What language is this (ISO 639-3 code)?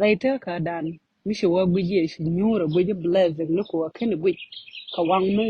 nus